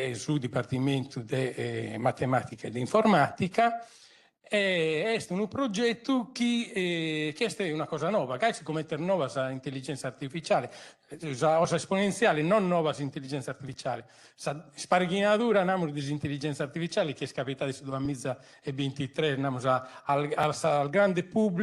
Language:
Sardinian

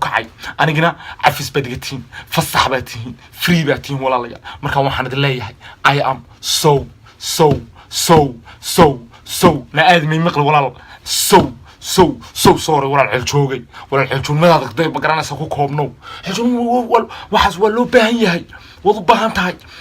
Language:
Somali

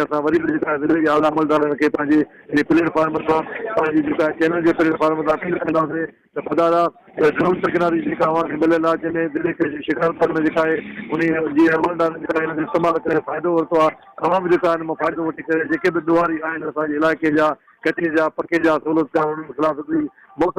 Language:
Sindhi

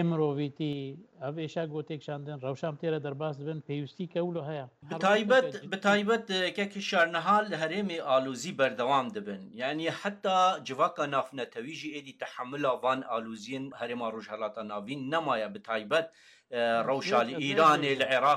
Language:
Kurdish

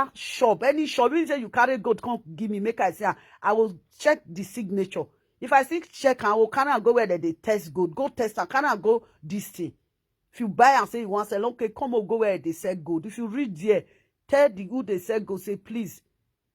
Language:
Nigerian Pidgin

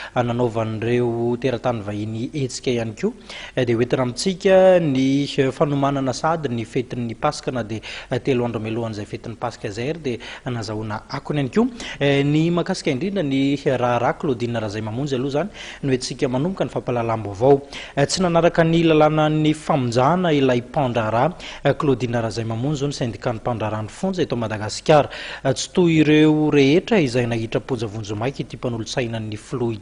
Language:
Malagasy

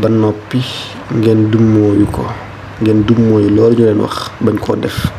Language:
Wolof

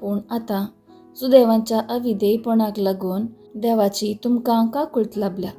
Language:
Konkani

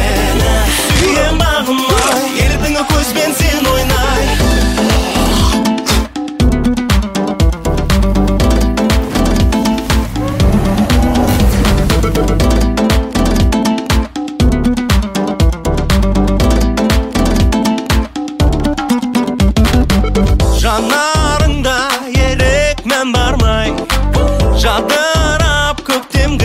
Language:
Kazakh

